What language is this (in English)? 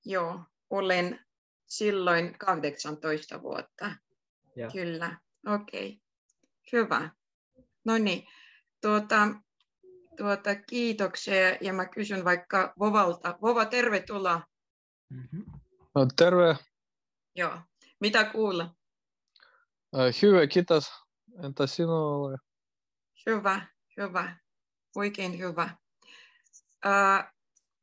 Finnish